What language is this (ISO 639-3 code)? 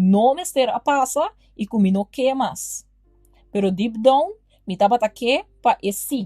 pap